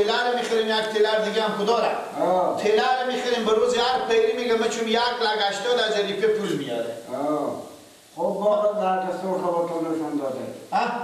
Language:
Persian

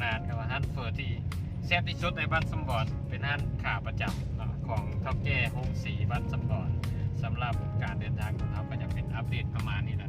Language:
Lao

